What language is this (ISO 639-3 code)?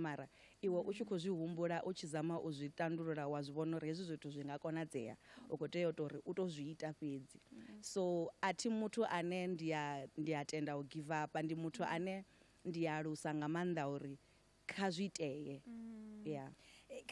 ven